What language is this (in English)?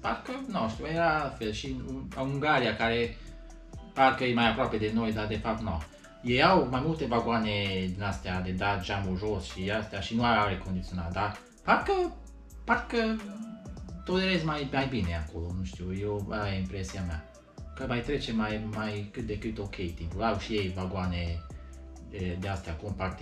Romanian